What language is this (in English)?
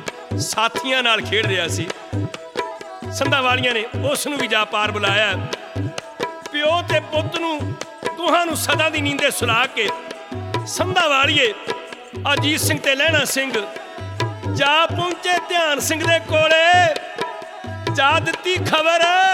Punjabi